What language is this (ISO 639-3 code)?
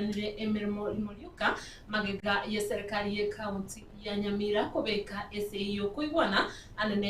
guz